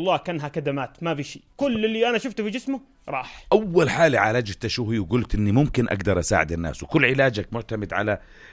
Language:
North Levantine Arabic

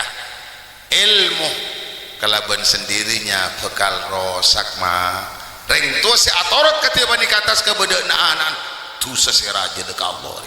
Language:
Madurese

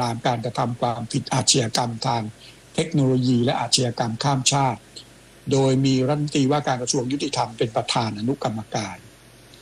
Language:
Thai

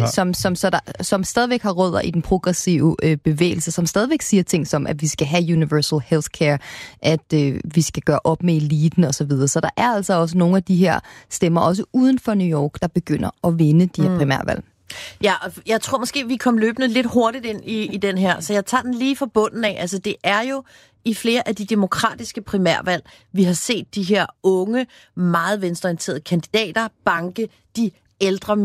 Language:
Danish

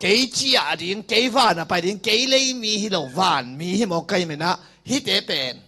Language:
Tedim Chin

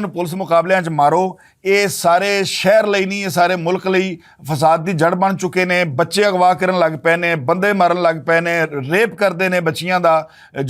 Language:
Western Panjabi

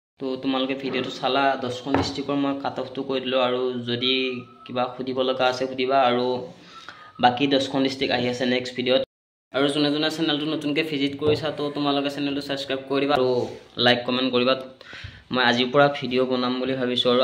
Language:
Assamese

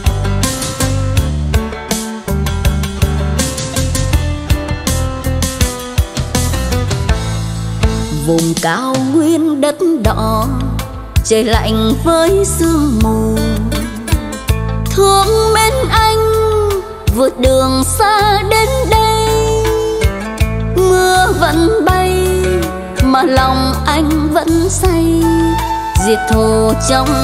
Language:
Vietnamese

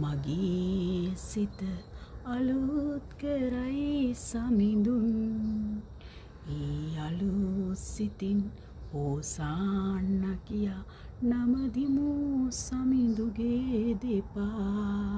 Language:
Sinhala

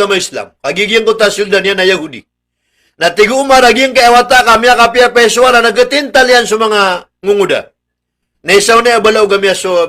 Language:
Maranao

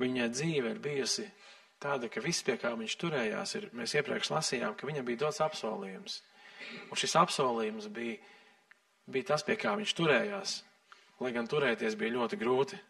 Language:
Latvian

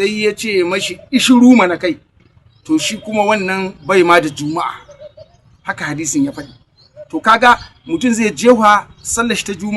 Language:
Hausa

